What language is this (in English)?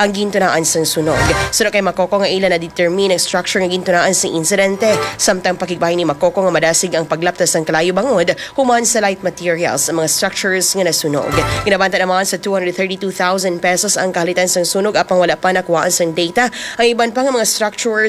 Hiligaynon